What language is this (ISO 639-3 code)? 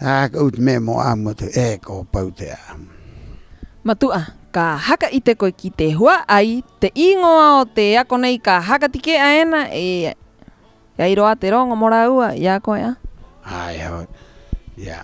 rap